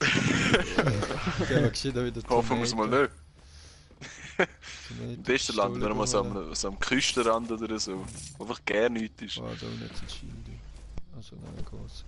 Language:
Swiss German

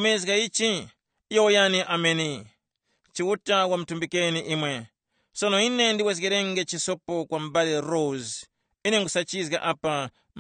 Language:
Tumbuka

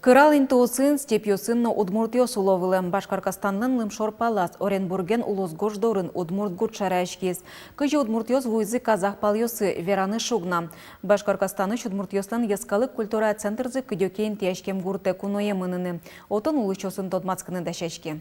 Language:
Udmurt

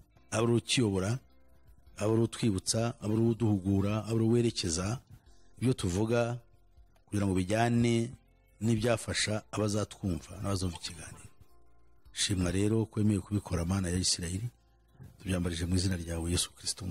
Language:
Kinyarwanda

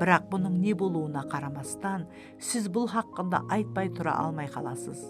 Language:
Kara-Kalpak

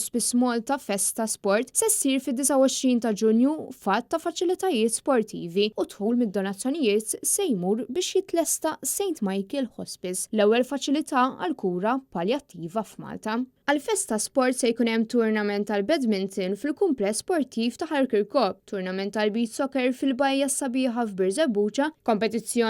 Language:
Maltese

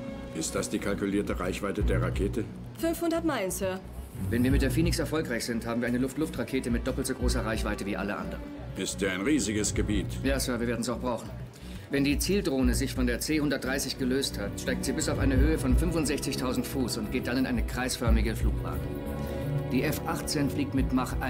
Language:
German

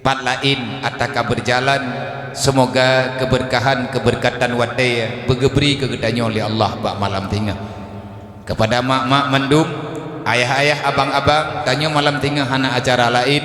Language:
Achinese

